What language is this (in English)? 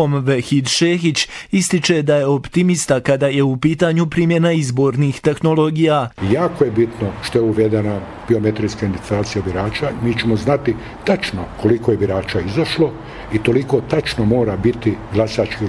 Bosnian